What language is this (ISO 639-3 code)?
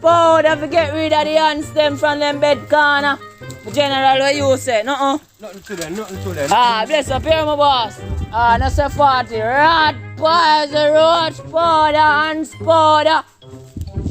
jam